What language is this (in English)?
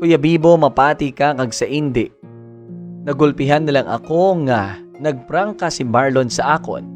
Hiligaynon